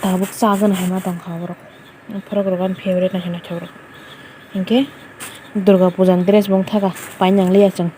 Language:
Kok Borok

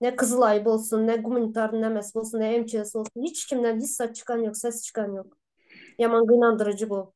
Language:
Turkmen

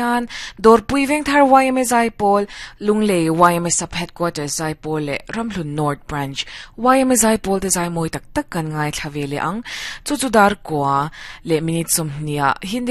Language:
Mizo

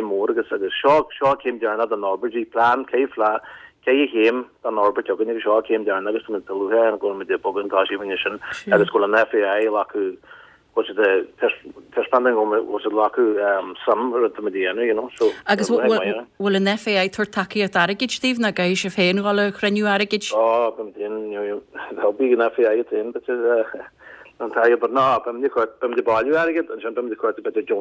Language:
Irish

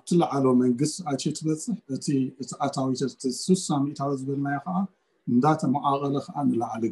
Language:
Tigrinya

